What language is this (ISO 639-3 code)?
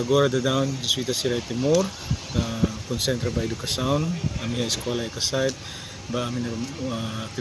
tet